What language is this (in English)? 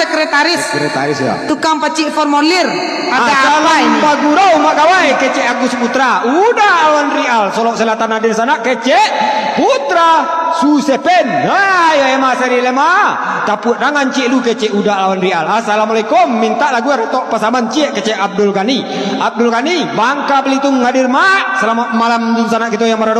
Minangkabau